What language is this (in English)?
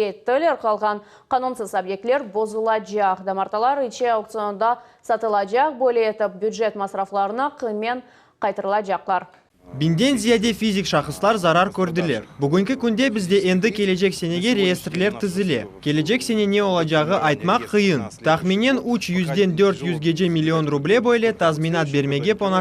Crimean Tatar